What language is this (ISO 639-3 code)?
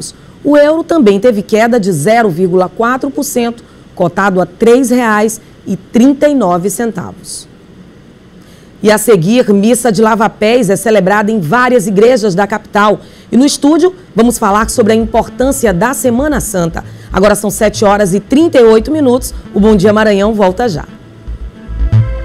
por